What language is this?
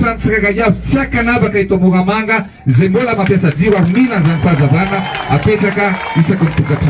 Malagasy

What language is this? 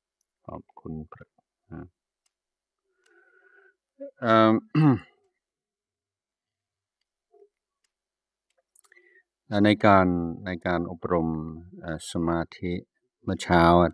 Thai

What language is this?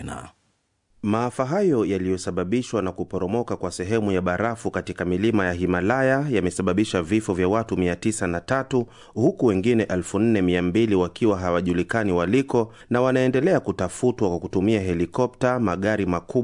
Swahili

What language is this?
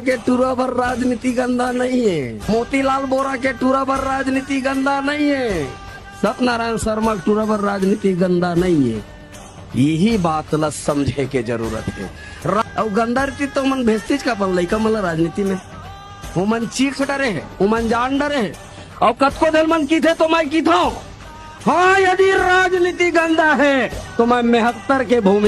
Chhattisgarhi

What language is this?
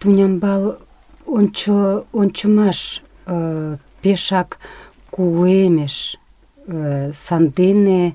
Mari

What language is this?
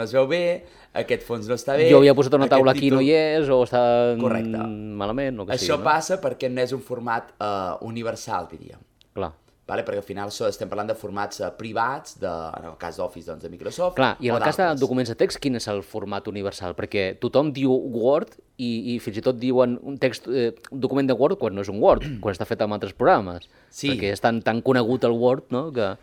Catalan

